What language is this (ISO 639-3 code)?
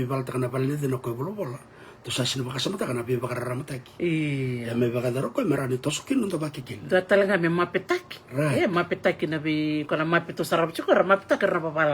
fij